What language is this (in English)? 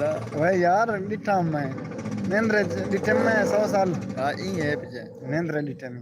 Saraiki